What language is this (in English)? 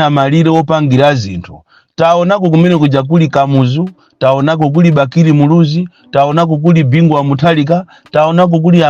Nyanja